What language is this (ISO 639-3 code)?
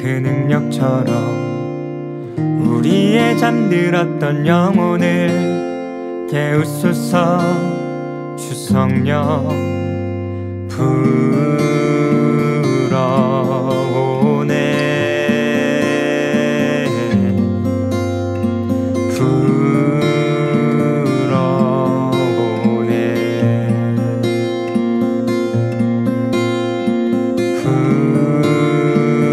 kor